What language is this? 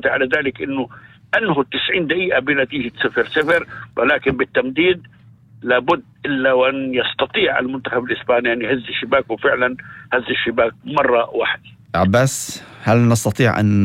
North Levantine Arabic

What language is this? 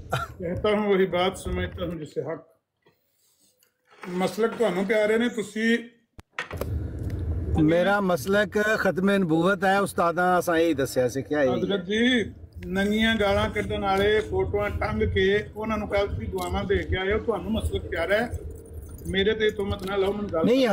Punjabi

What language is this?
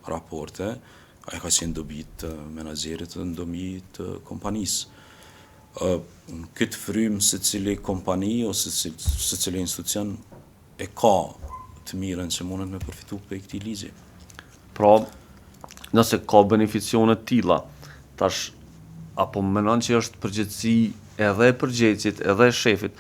Albanian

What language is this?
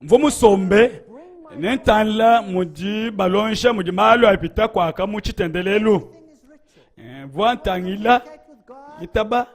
Luba-Lulua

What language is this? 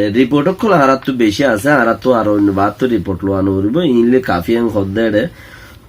Rohingya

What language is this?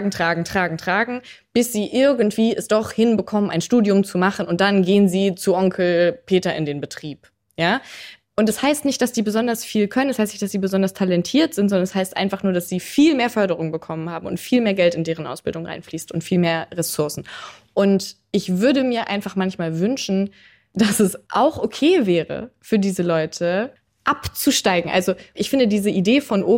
German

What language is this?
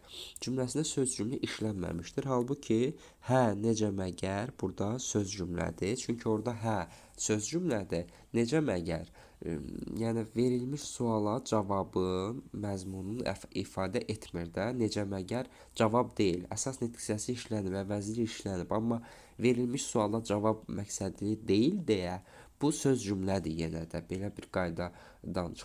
Azerbaijani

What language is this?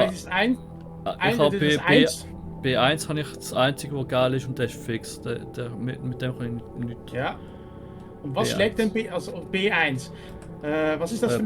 Swiss German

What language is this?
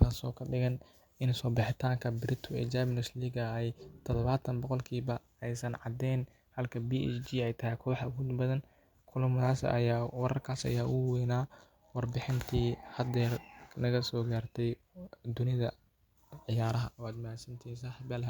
Somali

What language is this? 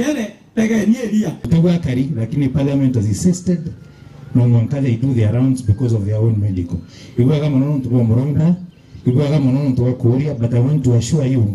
Meru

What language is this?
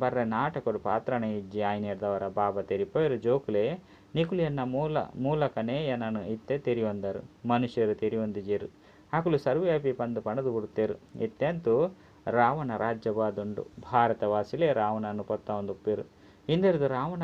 Tulu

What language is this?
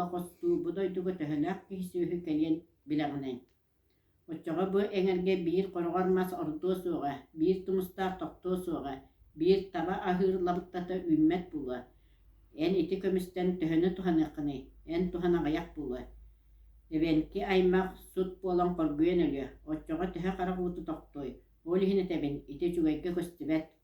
Yakut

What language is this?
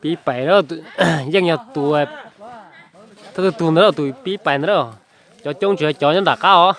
Hmong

